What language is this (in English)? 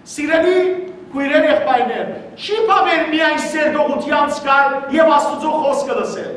Western Armenian